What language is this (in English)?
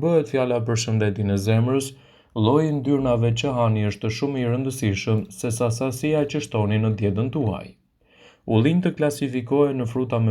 Albanian